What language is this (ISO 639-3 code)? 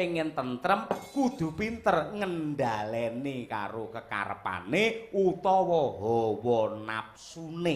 jav